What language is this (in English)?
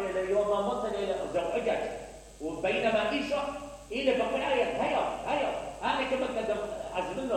Mesopotamian Arabic